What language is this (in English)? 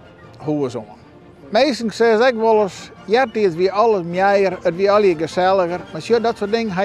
Western Frisian